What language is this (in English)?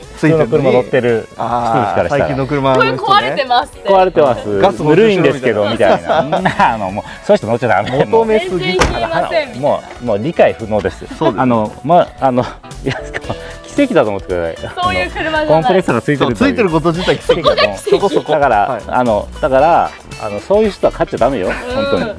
Japanese